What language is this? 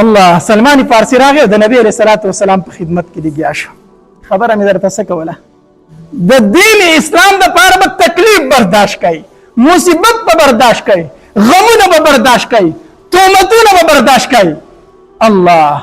Pashto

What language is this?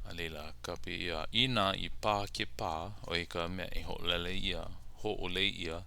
Hawaiian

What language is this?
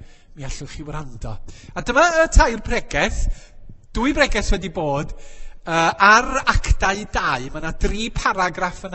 Welsh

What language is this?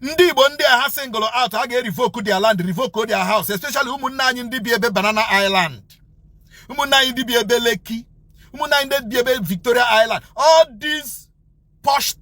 Igbo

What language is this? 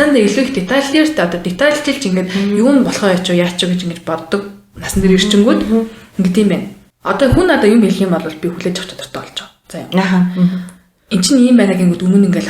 Mongolian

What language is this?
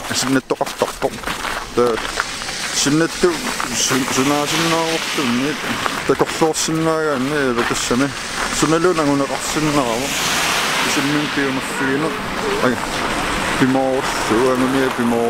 Kalaallisut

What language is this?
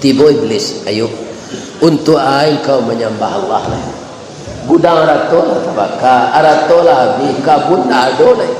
Minangkabau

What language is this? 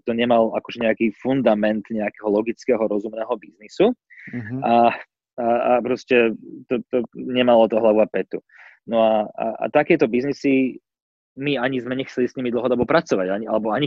Slovak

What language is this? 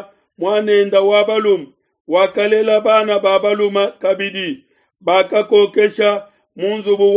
Luba-Lulua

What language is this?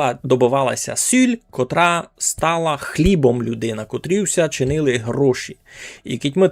Rusyn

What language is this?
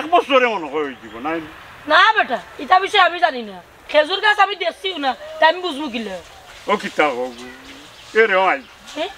Sylheti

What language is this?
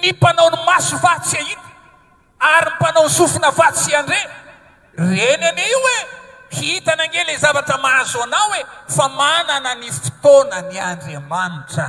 Malagasy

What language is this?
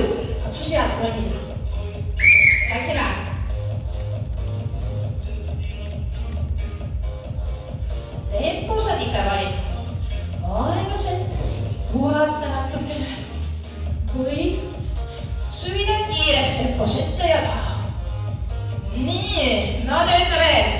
Estonian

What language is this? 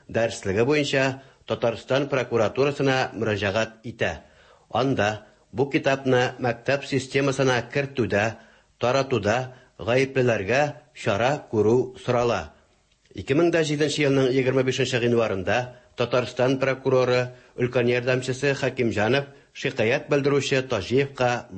Tatar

